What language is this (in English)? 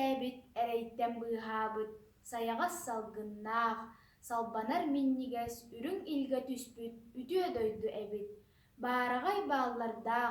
Yakut